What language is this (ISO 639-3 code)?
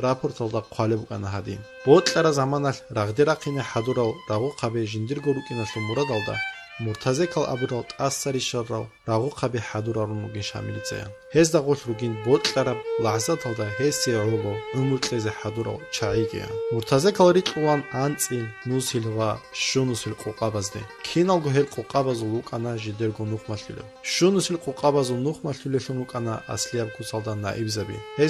ava